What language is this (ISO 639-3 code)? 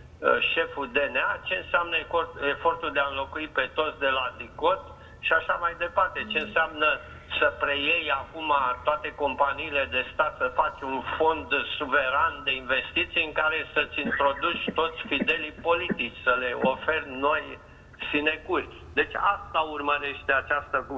ron